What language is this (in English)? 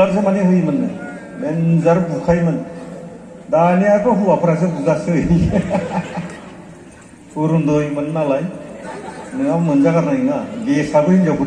Bodo